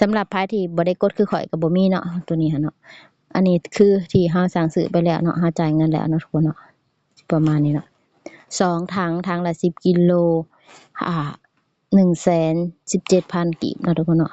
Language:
Lao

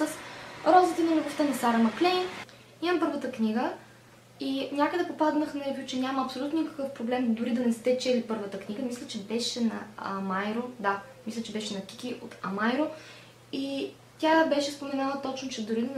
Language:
Bulgarian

